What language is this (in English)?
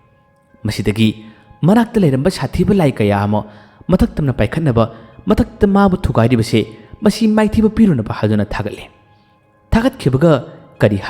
Manipuri